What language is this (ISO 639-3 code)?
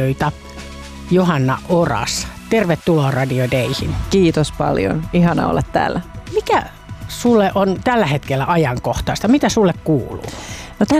fin